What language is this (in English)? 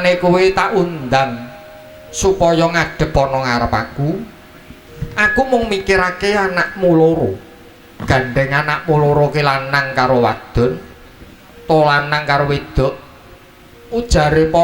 Javanese